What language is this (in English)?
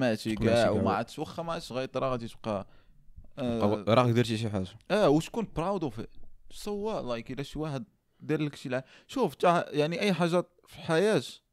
Moroccan Arabic